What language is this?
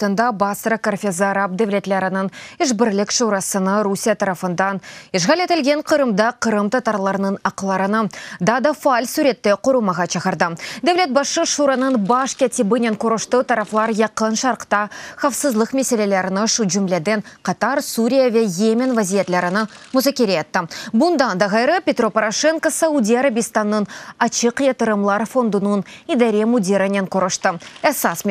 Crimean Tatar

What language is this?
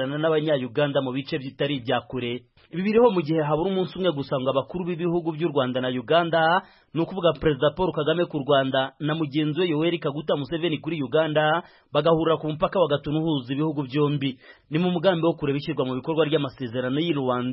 Kinyarwanda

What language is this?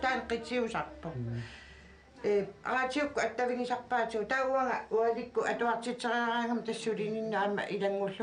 Kalaallisut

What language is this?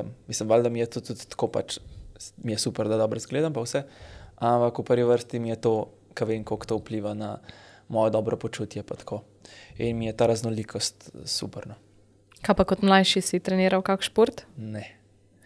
Slovenian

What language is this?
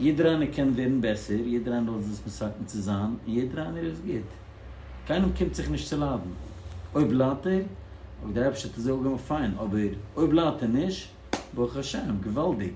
Yiddish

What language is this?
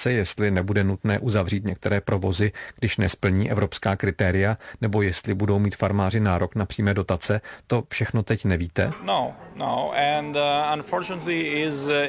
Czech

